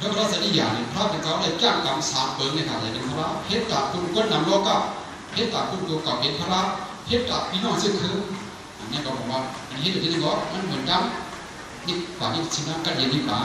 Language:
Shan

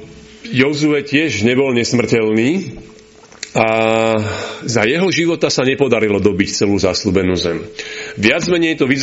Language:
Slovak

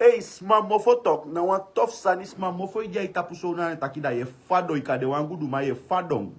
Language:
Sranan Tongo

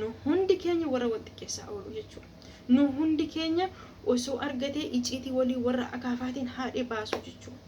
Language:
Oromo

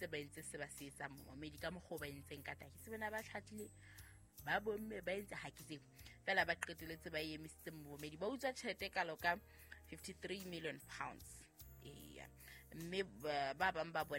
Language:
Southern Sotho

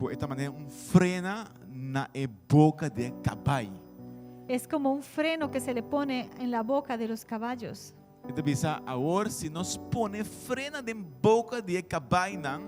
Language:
Papiamento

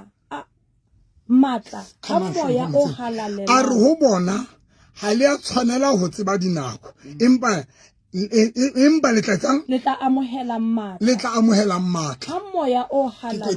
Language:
Southern Sotho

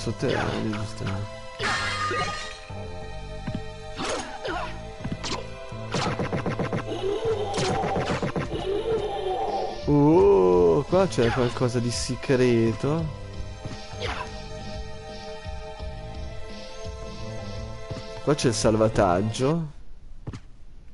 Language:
Italian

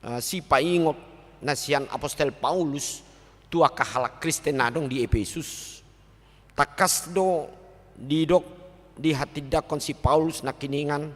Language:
Batak Toba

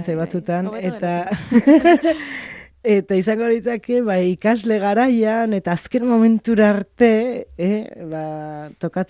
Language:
Basque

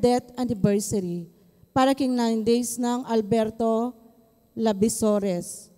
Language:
Pampanga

